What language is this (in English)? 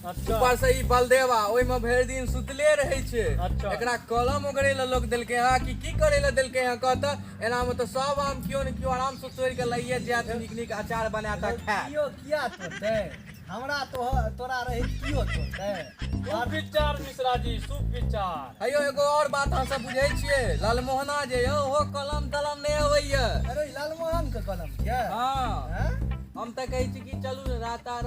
Maithili